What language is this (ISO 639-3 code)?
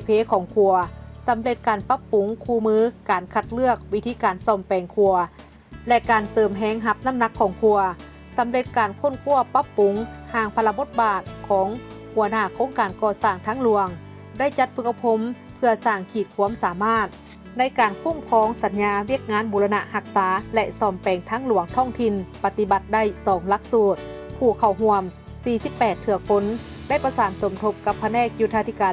lao